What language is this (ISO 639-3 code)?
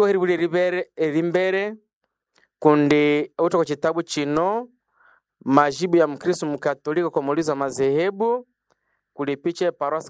nnb